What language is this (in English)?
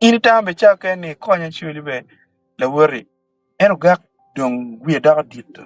Acoli